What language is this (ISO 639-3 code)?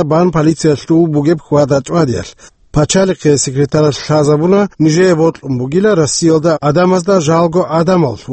ava